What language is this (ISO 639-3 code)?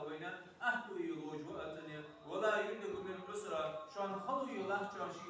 inh